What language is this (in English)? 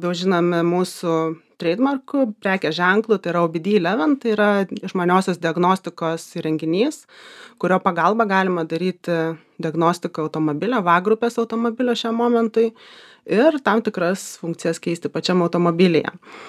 Lithuanian